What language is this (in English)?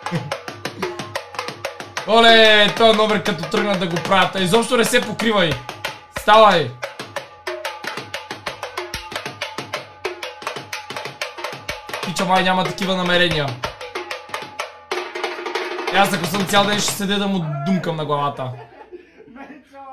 Bulgarian